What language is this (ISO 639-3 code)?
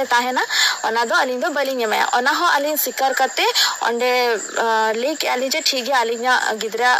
sat